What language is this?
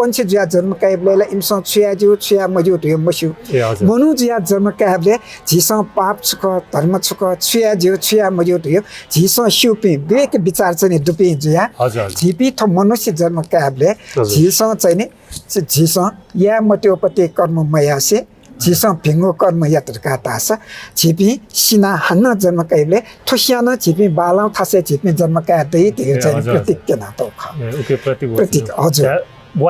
Newari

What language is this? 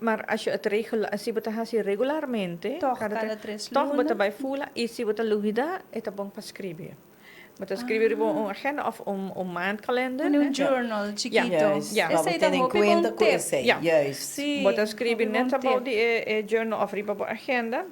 Papiamento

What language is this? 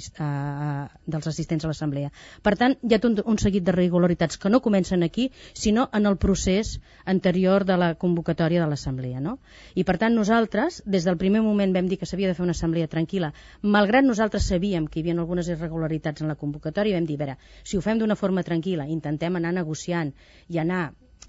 Catalan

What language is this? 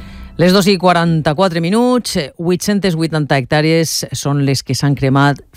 Catalan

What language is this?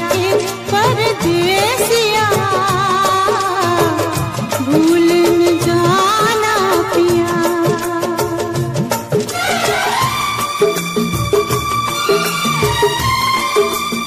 Hindi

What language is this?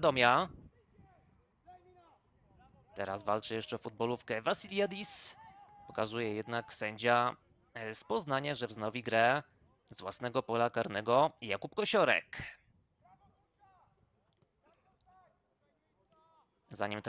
Polish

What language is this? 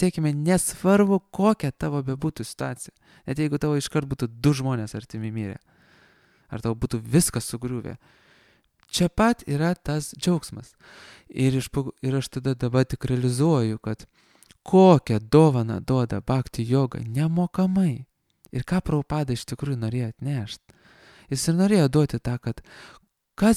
Lithuanian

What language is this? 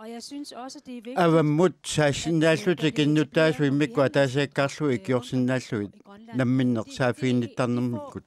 Kalaallisut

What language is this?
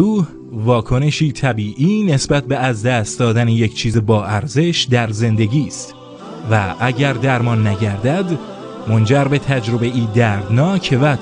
Tajik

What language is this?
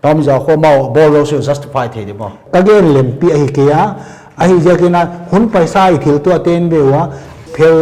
Paite Chin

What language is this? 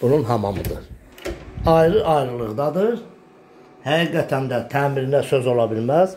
Azerbaijani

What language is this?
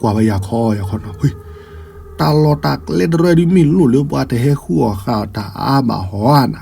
S'gaw Karen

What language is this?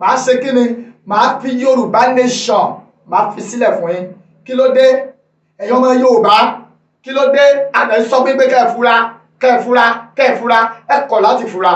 Yoruba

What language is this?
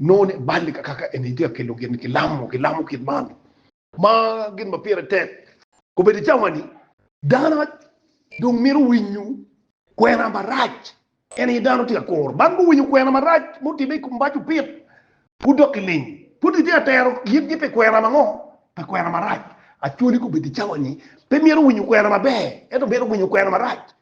Acoli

